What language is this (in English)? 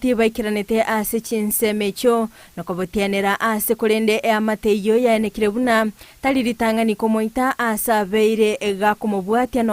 Gusii